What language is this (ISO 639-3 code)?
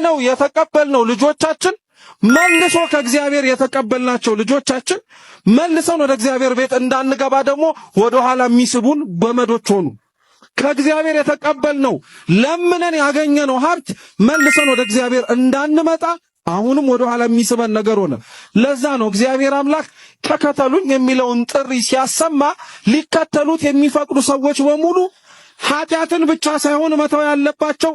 amh